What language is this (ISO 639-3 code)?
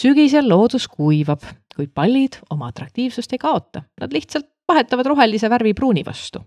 est